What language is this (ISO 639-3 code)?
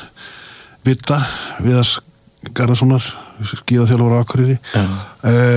isl